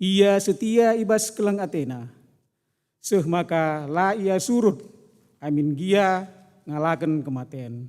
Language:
Batak Karo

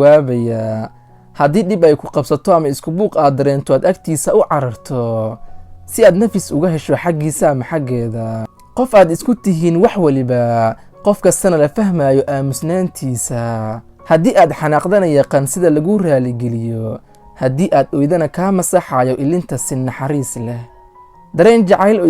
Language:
Somali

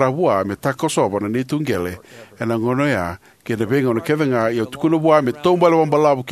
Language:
Fijian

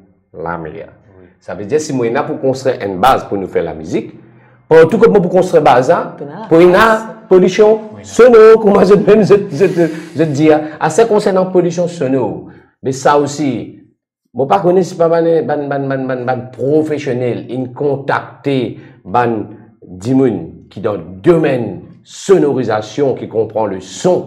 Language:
Morisyen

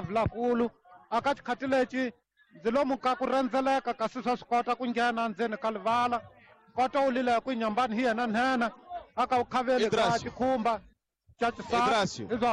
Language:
Tsonga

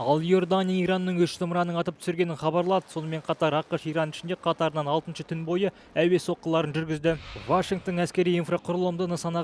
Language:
Kazakh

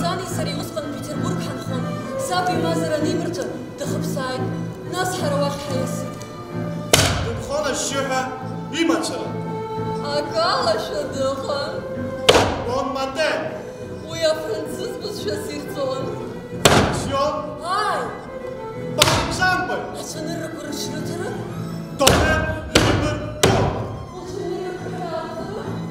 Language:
Abkhazian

